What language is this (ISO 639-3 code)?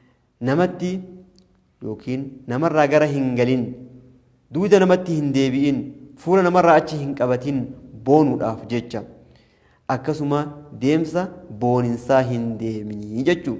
orm